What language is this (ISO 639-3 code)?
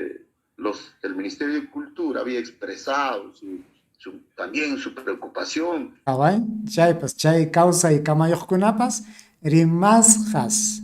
quy